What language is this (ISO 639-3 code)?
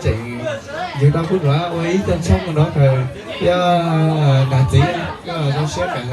hmn